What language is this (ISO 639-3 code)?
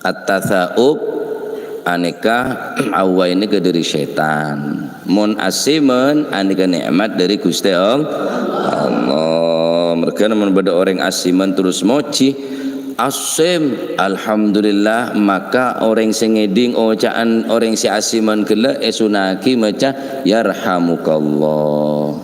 mad